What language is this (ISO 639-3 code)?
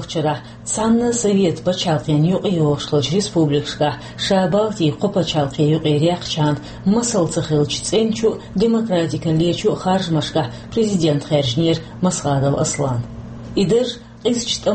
che